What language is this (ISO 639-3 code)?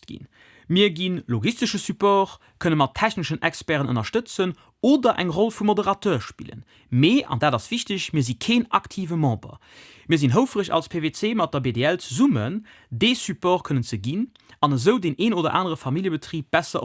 ltz